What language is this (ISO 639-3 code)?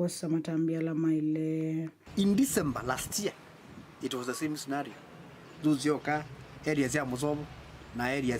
kam